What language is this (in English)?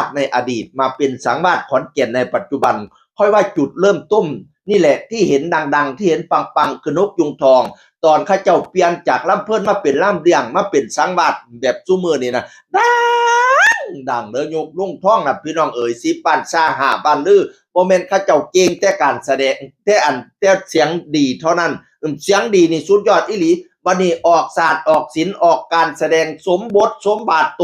Northeastern Thai